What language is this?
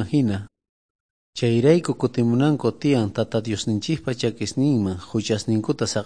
South Bolivian Quechua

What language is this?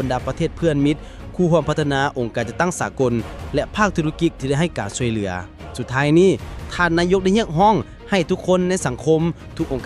Lao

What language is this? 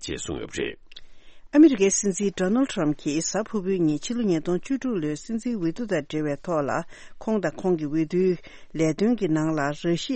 Tibetan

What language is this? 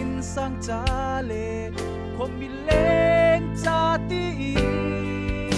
Falam Chin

